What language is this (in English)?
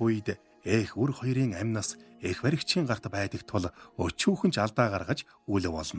Mongolian